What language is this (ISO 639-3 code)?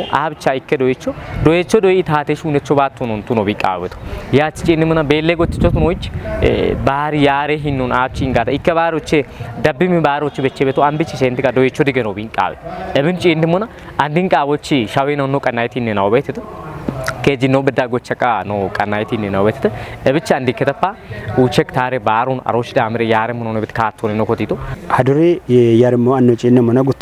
kbr